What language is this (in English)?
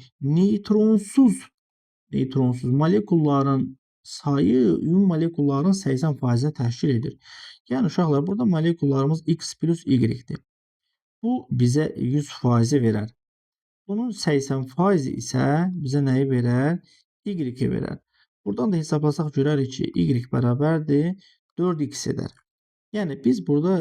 Azerbaijani